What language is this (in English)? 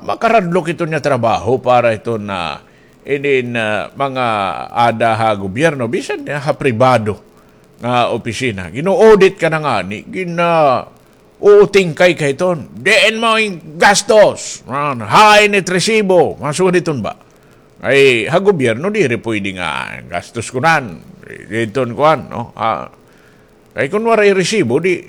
Waray